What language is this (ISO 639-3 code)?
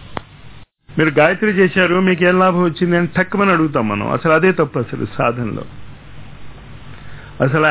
tel